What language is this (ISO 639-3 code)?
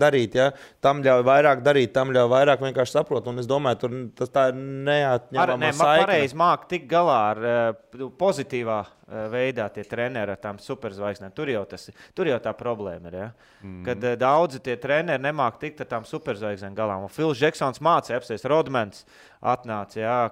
lav